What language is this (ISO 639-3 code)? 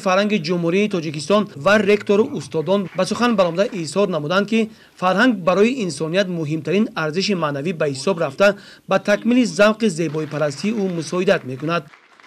tgk